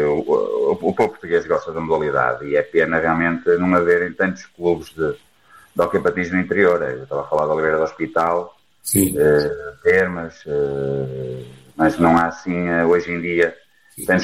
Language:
Portuguese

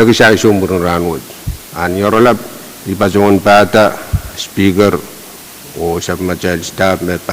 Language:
Pohnpeian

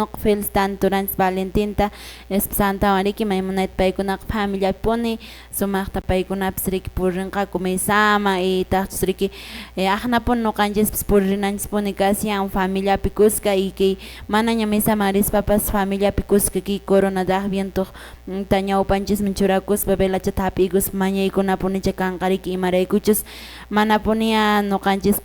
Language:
Quechua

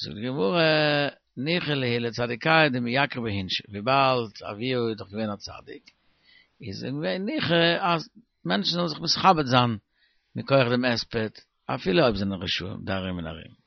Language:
Yiddish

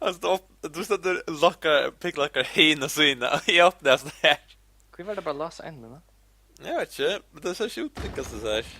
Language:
Faroese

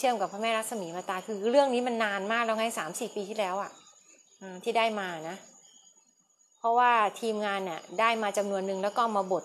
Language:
Thai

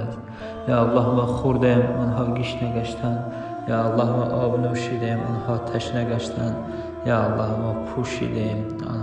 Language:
Tajik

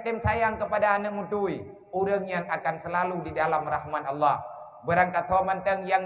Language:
Achinese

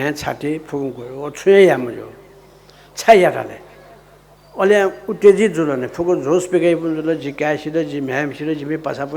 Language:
Newari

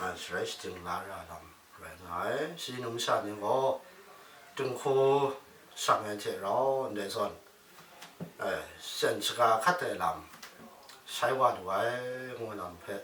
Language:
Kachin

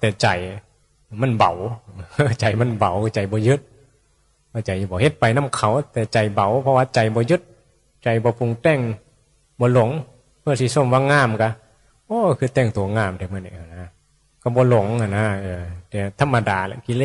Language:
Northeastern Thai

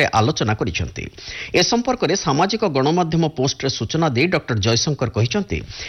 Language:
Odia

